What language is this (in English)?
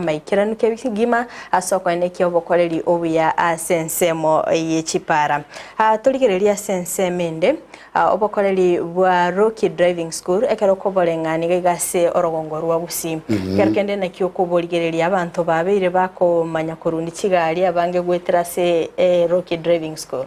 Gusii